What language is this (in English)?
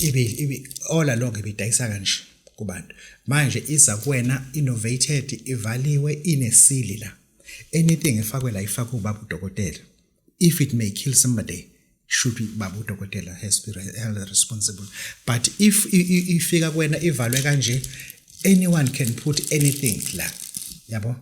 Zulu